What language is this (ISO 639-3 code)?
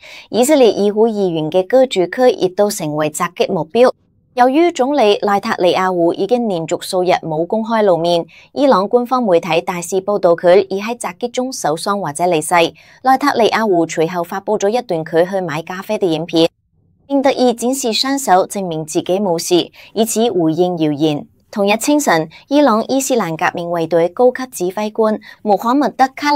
yue